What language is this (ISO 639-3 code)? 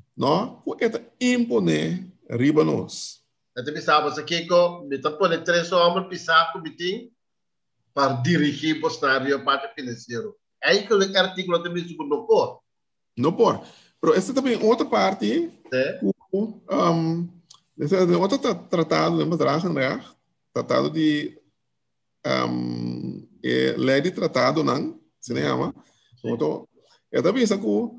pap